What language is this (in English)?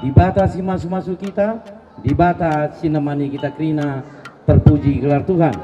Batak Karo